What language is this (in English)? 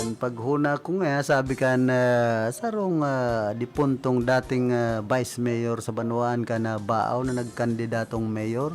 Bikol